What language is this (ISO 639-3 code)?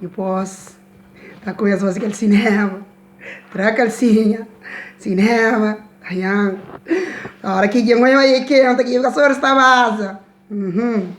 kea